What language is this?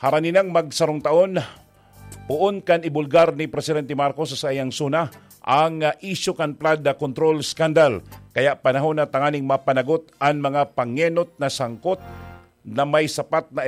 Bikol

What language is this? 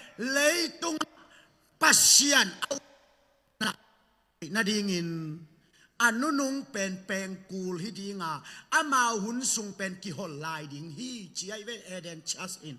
Tedim Chin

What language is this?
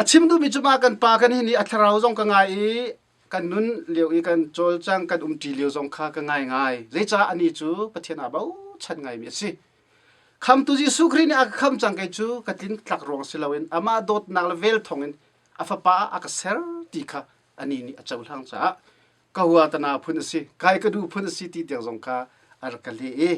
Hakha Chin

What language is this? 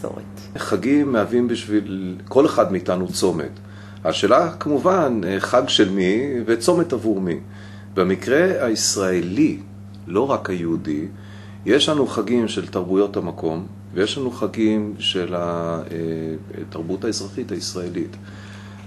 Hebrew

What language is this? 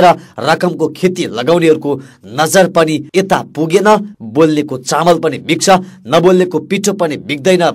Nepali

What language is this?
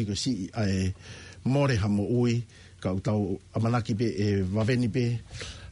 Tongan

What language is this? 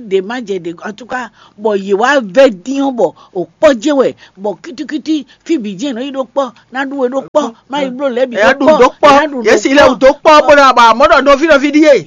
Fon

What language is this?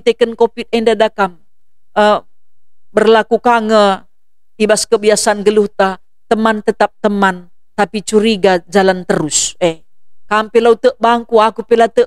Batak Karo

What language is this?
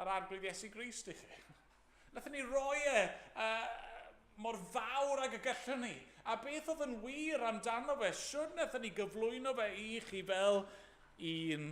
Welsh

